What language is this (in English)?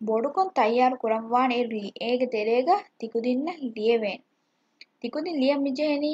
Divehi